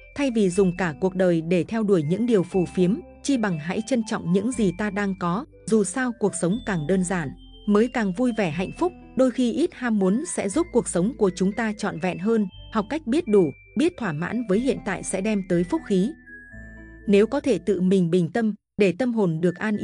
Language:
Vietnamese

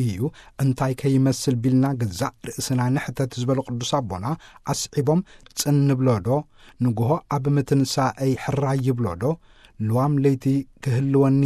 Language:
Tigrinya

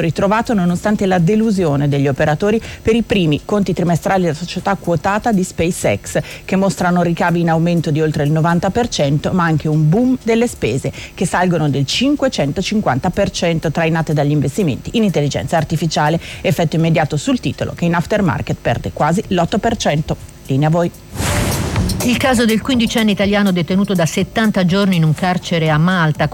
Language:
Italian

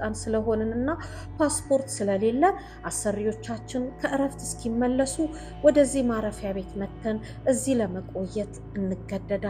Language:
Amharic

